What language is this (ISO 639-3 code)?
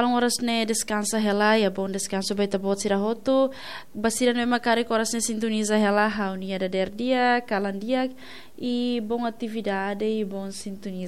tet